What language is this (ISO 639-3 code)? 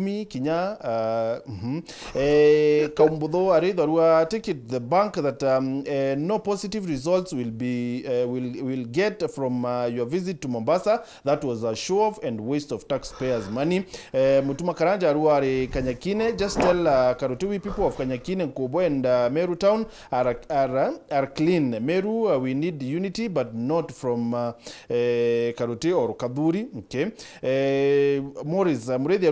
mer